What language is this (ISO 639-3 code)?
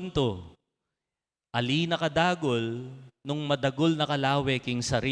pam